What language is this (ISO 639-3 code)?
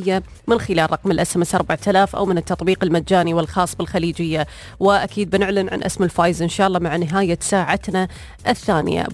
afb